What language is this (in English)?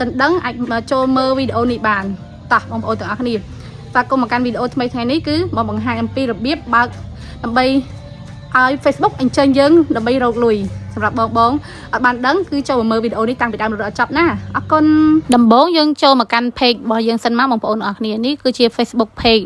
Khmer